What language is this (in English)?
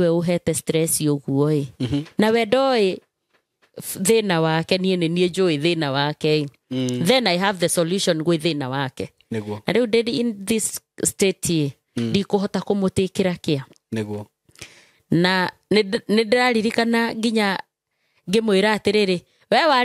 Kikuyu